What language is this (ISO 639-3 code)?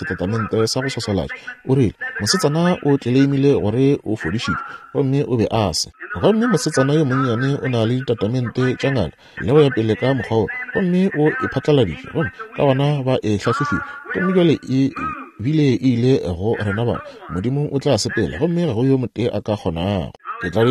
nso